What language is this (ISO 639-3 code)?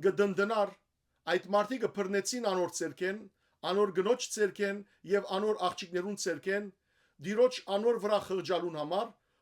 hyw